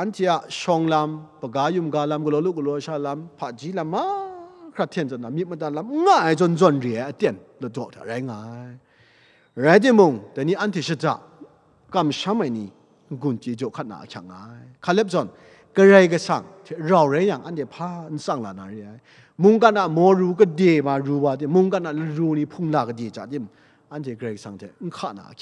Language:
Kachin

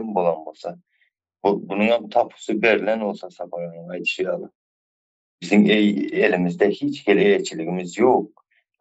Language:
Turkmen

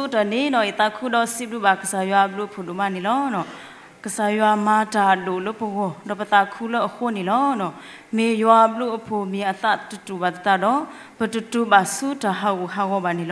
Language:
S'gaw Karen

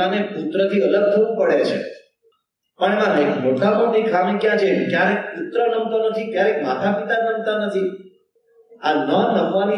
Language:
Gujarati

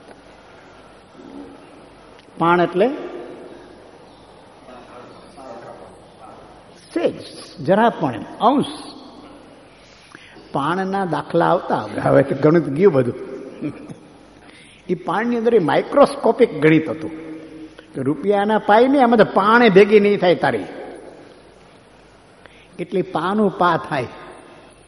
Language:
Gujarati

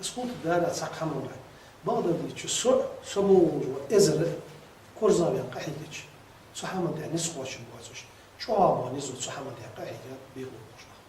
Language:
Ingush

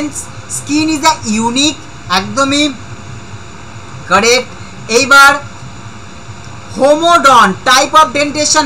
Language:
Bangla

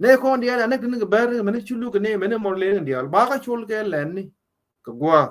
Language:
Nuer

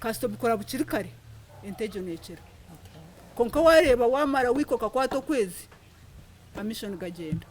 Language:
Nyankole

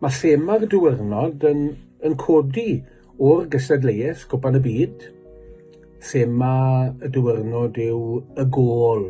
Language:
Welsh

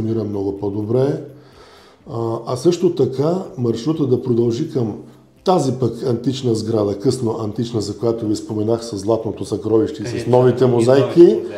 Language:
Bulgarian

